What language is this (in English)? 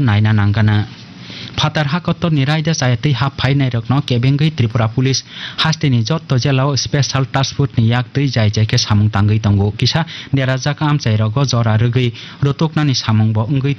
Kok Borok